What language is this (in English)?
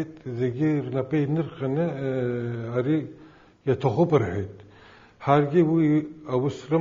Abkhazian